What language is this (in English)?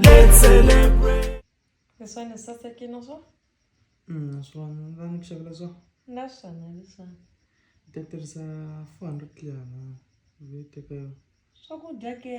Tsonga